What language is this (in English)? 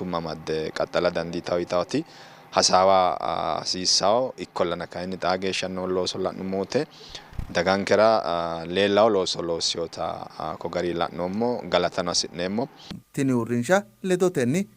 Sidamo